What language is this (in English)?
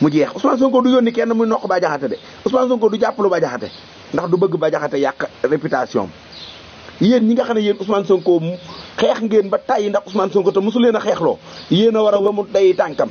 Wolof